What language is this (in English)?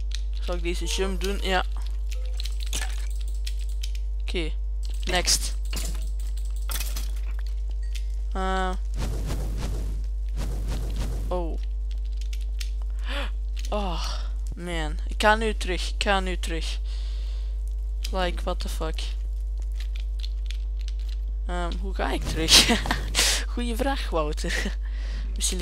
Dutch